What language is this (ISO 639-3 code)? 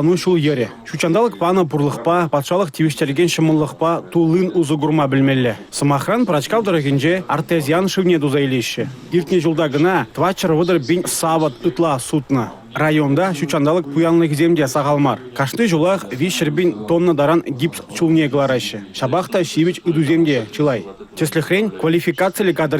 chv